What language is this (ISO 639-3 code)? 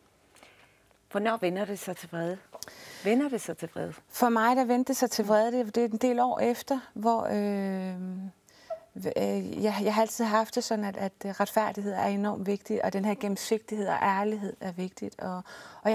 dan